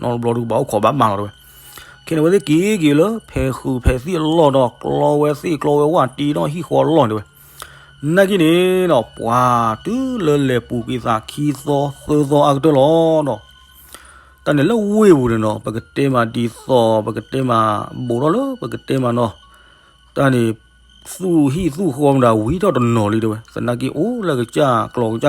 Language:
S'gaw Karen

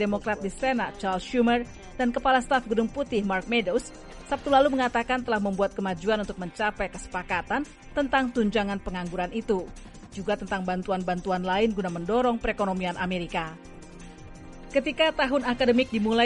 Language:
Indonesian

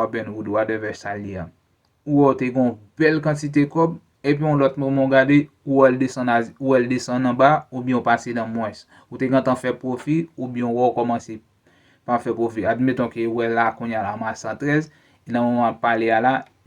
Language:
Haitian Creole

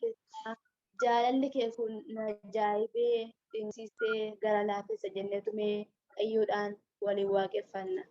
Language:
Oromo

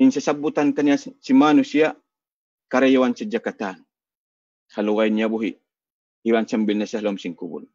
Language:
Tausug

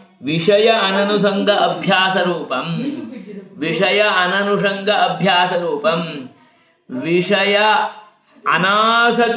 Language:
Sanskrit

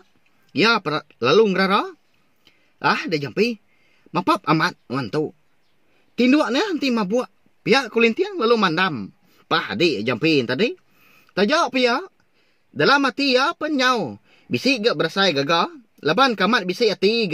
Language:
Iban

